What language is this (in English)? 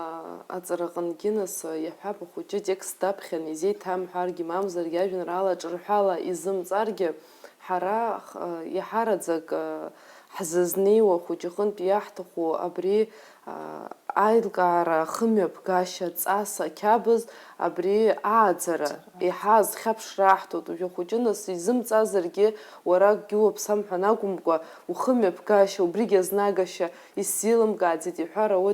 Abkhazian